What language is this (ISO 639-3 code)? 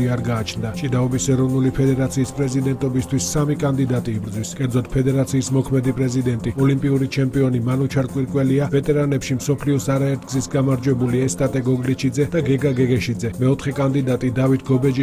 kat